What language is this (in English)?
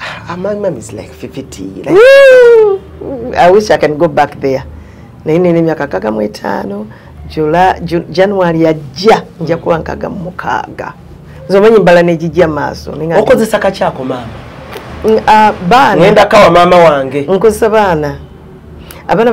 Ganda